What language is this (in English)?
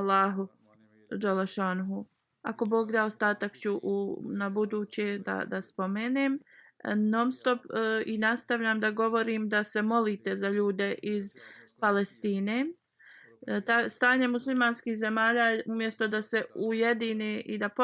Bosnian